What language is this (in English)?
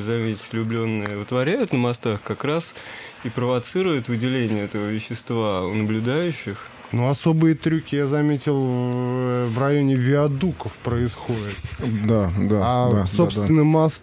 Russian